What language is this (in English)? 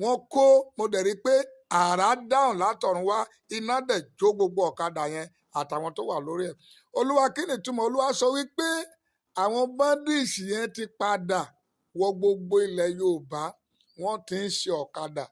Yoruba